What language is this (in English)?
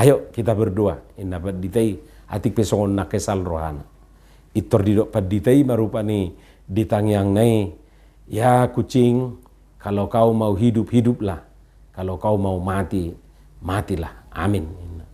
Batak Toba